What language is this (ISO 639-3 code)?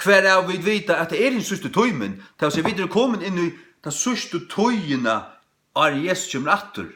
fao